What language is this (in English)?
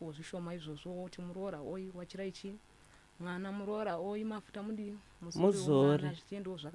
Shona